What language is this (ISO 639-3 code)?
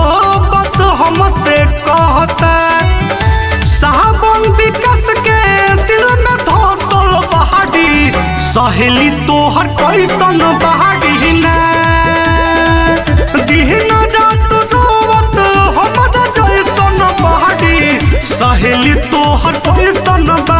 bho